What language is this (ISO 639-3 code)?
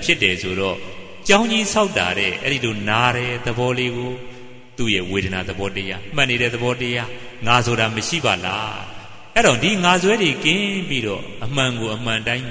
mya